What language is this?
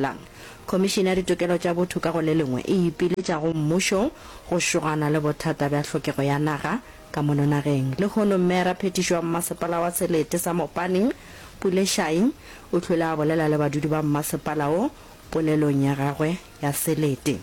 Northern Sotho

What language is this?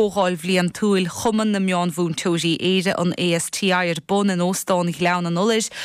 Irish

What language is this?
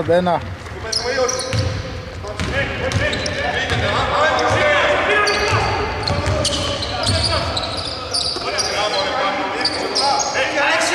Greek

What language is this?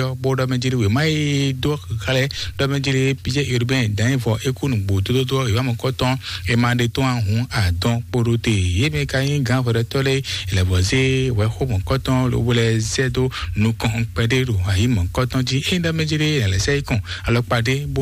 Fon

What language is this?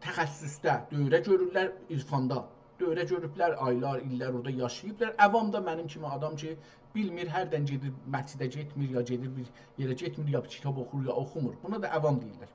South Azerbaijani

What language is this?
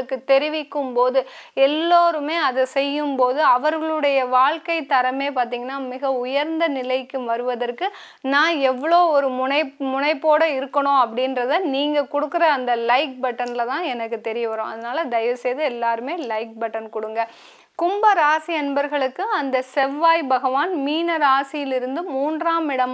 Tamil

